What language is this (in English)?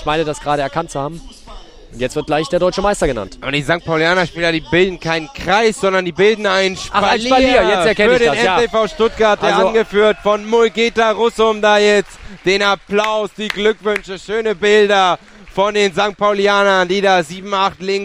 German